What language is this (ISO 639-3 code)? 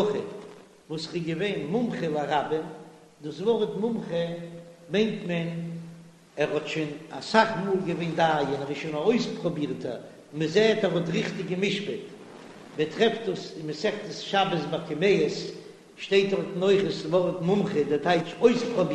yid